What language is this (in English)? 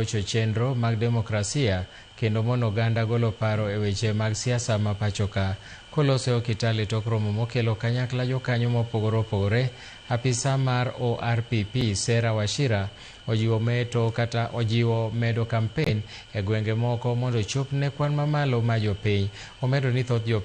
Luo (Kenya and Tanzania)